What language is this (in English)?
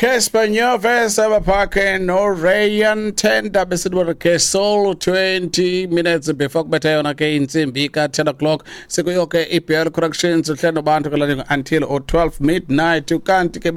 Xhosa